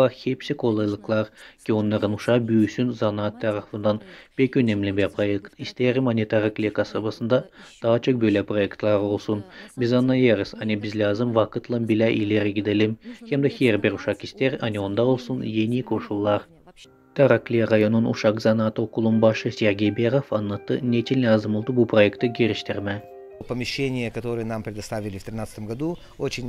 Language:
Gagauz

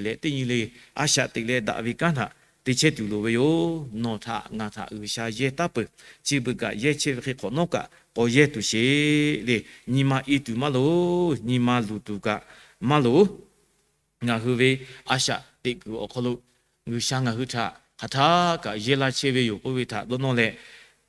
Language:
Lahu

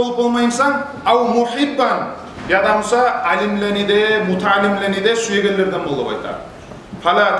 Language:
Kumyk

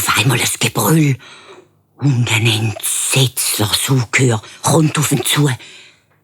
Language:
Swiss German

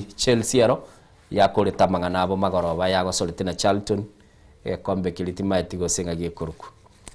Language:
Gusii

